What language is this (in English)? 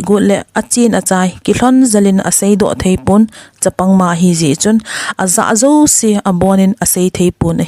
Thado Chin